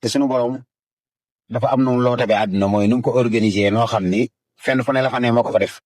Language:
Wolof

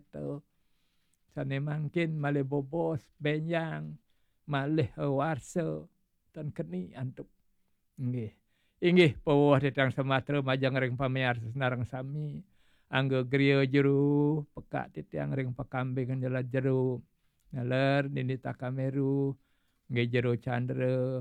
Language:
Balinese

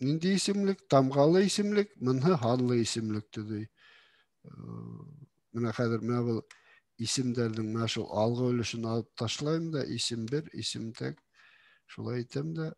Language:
Bashkir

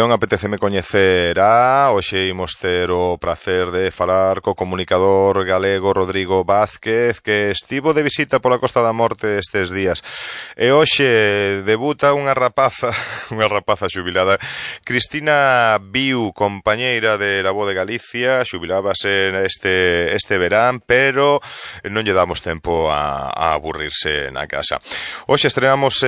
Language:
Galician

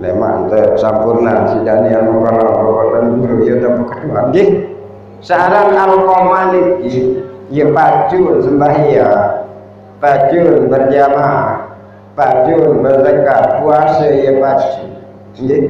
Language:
Sasak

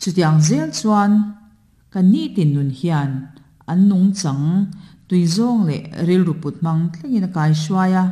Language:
Mizo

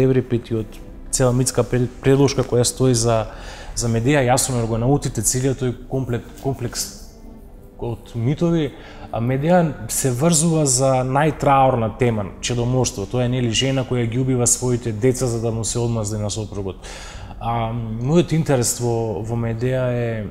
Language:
Macedonian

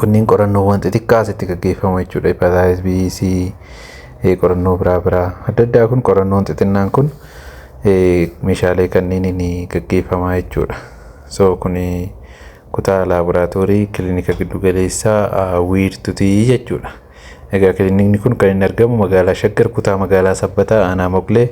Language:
Oromo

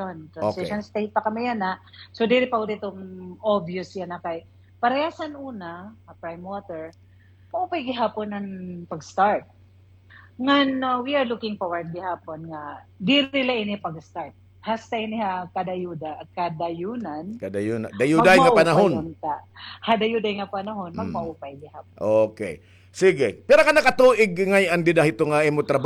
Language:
Waray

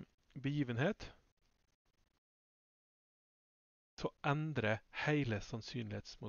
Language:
Norwegian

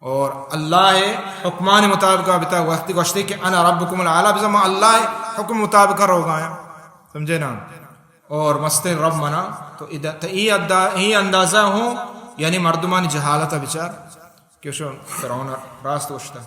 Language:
Baluchi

